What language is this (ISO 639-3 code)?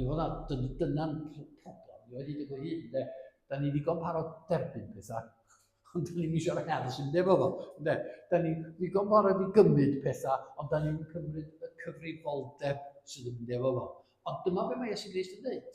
cym